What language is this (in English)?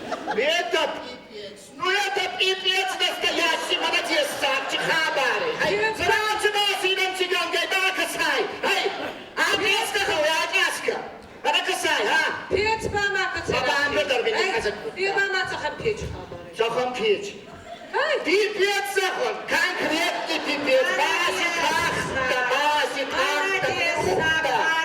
Ossetic